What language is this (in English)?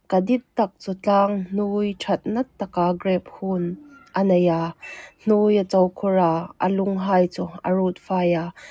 Hmar